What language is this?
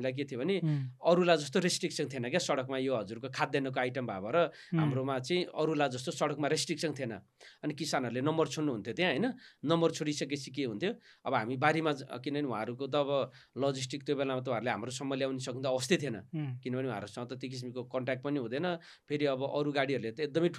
Nepali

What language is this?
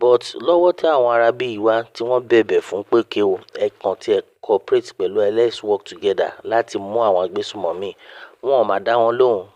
Yoruba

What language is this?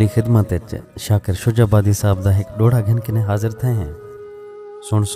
Saraiki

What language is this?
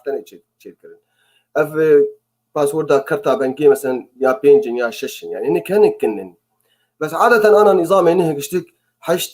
Kurdish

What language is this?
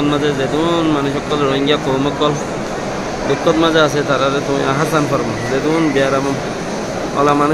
Rohingya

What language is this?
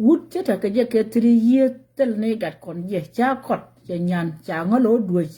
Nuer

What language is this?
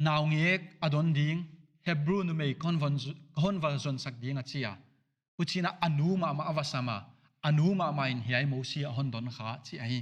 Paite Chin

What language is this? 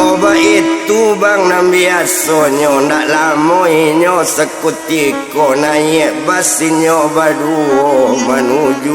Minangkabau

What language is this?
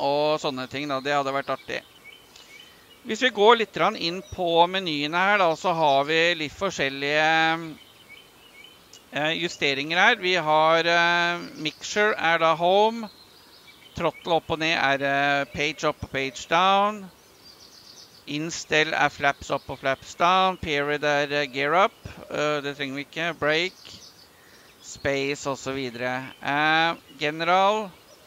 Norwegian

